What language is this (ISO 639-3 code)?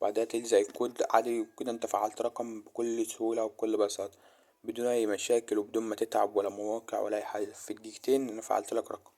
arz